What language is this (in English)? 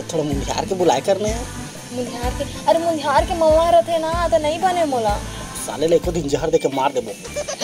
Chhattisgarhi